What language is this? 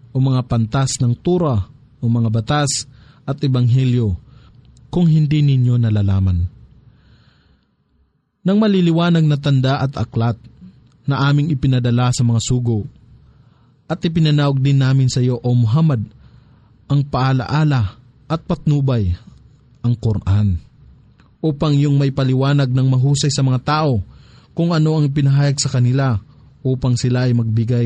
Filipino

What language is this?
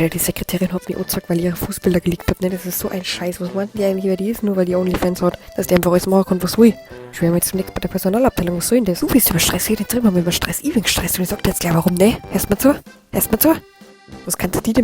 Bavarian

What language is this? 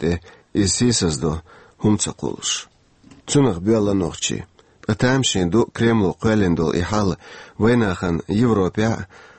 Chechen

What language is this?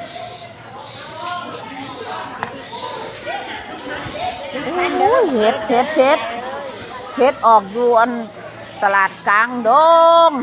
Lao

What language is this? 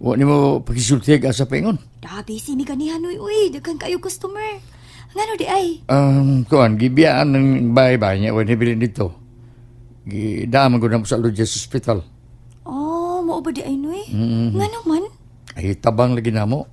Cebuano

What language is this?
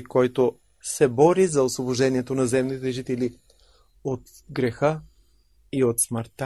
Bulgarian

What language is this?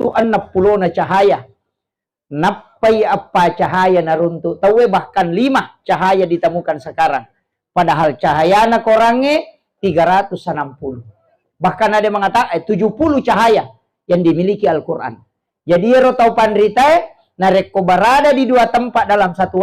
Buginese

